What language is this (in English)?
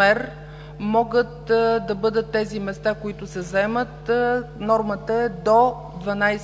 Bulgarian